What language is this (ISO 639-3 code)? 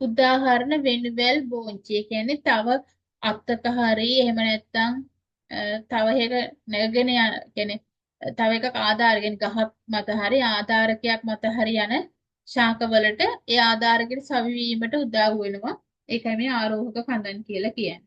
sin